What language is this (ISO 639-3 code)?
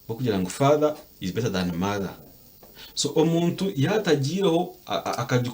nyn